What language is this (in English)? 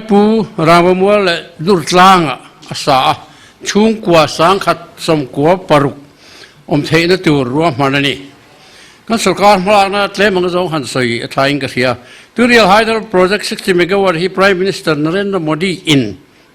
Mizo